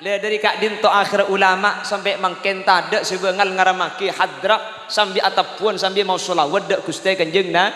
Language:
Madurese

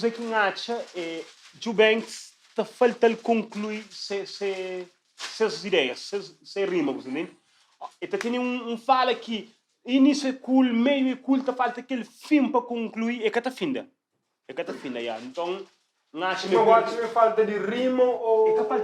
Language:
Kabuverdianu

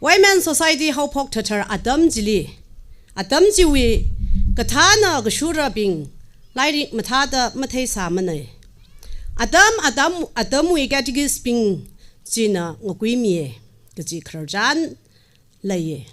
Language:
Tangkhul Naga (India)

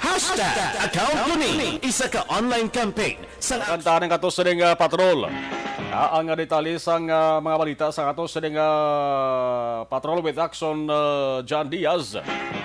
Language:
Hiligaynon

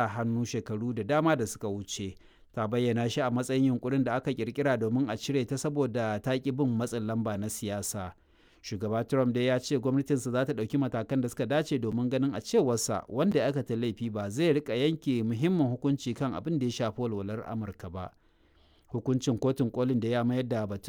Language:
Hausa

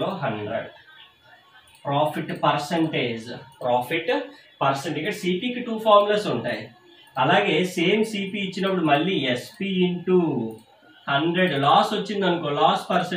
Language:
Telugu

